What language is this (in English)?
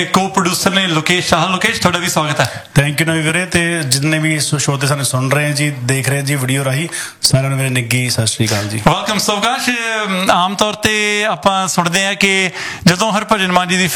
Punjabi